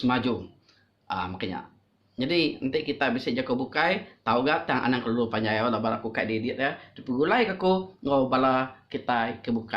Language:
Iban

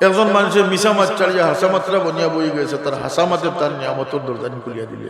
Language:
Sylheti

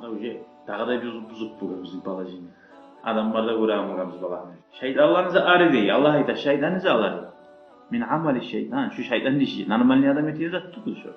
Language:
Kumyk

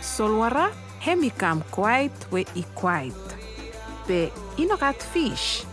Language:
Bislama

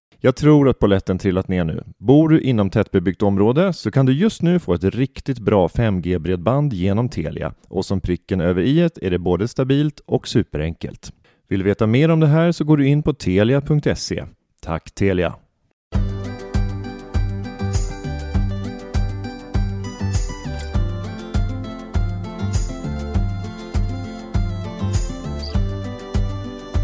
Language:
Swedish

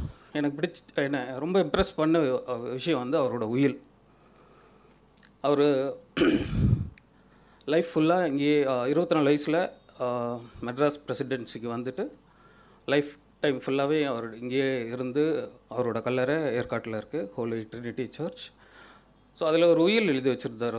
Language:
Tamil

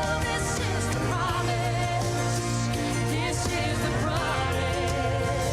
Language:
Gilbertese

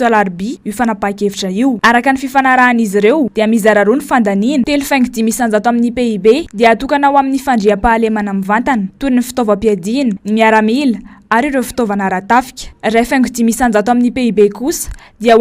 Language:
Malagasy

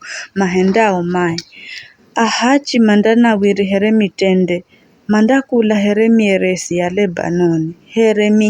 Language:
Giryama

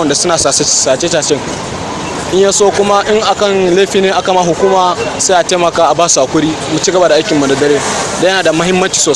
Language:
Hausa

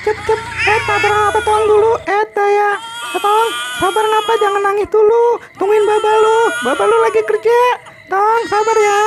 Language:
Betawi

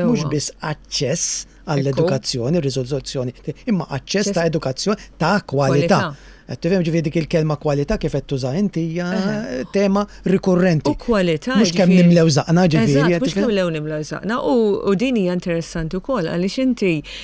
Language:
Maltese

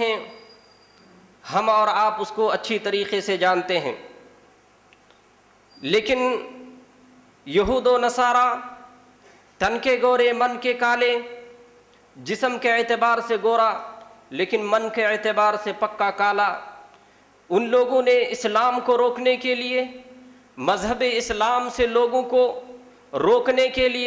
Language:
Urdu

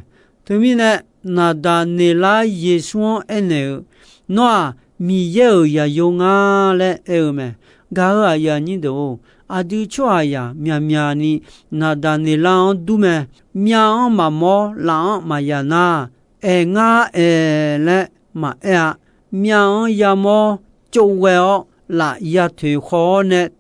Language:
Akha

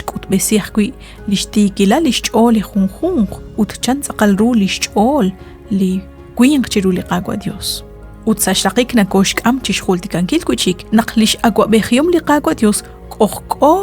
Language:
Kekchí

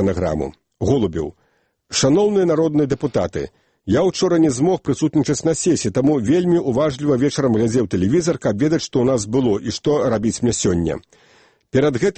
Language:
Belarusian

